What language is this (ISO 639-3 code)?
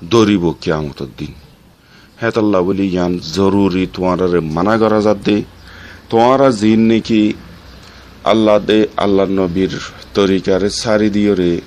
rhg